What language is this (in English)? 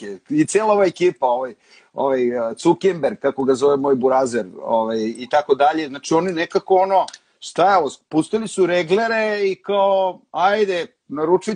Serbian